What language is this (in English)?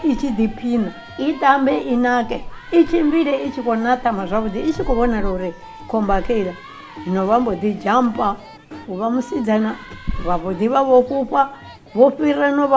Venda